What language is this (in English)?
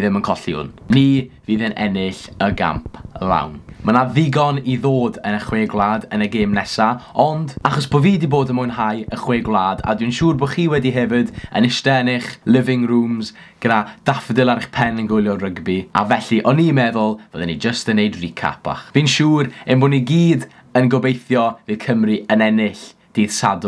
Welsh